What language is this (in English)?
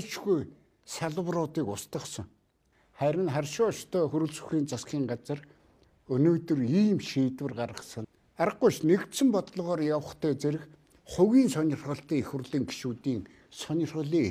Mongolian